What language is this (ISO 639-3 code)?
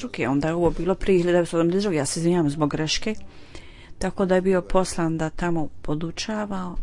bos